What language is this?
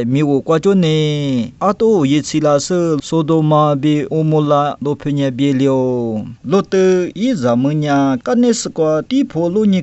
Lisu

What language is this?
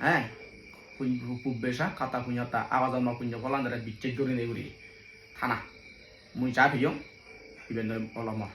Chakma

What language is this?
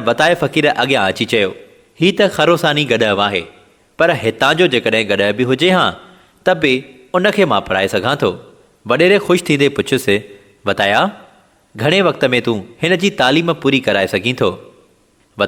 Sindhi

